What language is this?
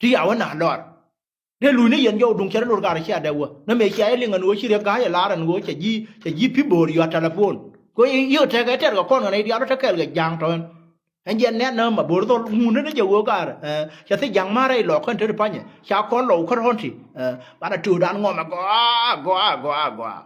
Nuer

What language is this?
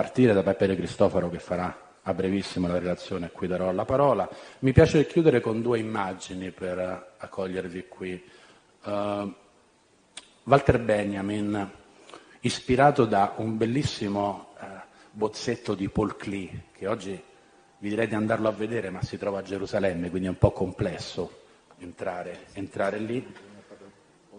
Italian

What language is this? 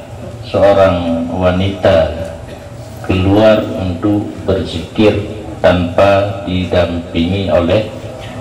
Achinese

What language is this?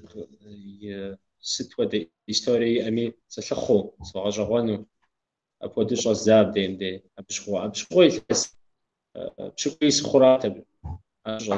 Kabardian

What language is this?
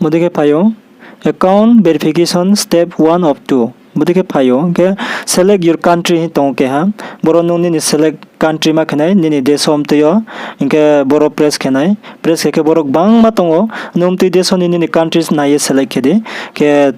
Riang (India)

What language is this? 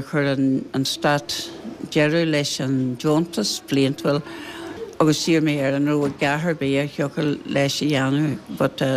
Irish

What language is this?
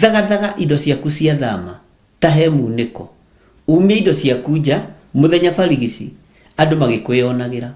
Kikuyu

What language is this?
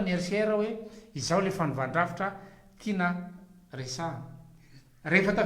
Malagasy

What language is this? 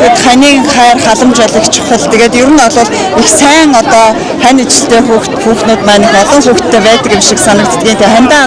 Mongolian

